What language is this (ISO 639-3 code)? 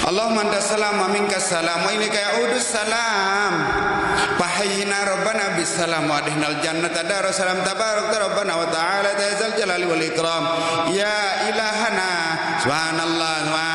sas